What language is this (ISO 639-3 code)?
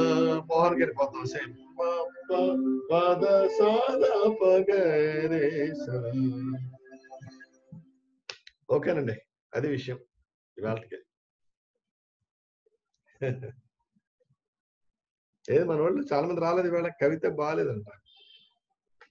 tel